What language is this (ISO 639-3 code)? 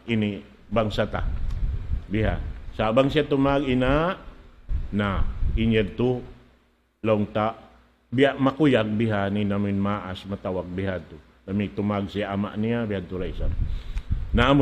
tsg